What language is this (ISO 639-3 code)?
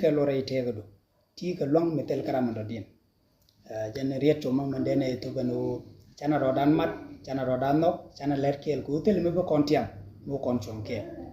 nus